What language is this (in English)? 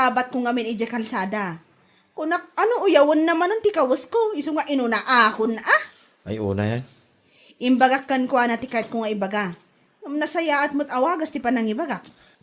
Iloko